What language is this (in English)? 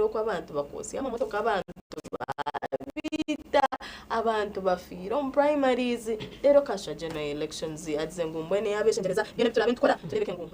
Nyankole